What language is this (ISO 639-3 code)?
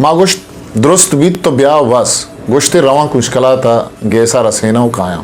bgp